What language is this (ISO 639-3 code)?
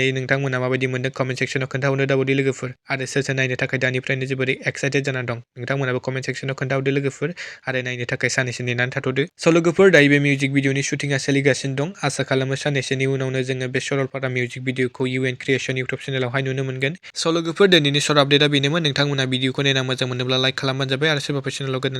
brx